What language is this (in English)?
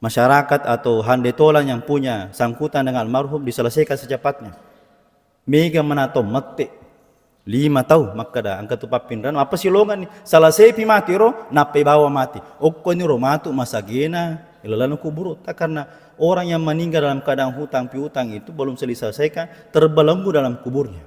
Buginese